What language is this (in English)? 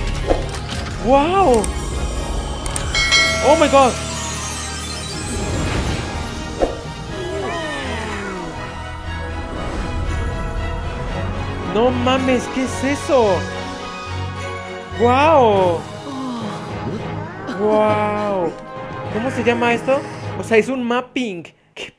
Spanish